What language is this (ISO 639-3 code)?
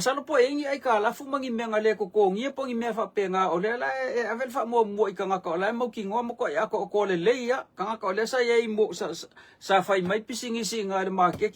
smo